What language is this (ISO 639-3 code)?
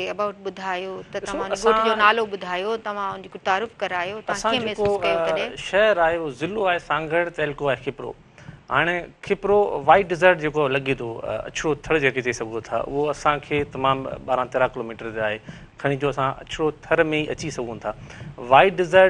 snd